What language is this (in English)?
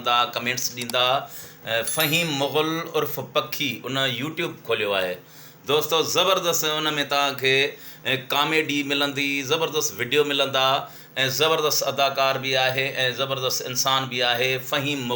Sindhi